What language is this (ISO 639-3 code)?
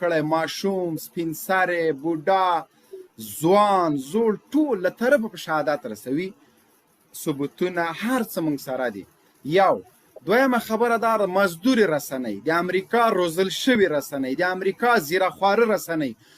pus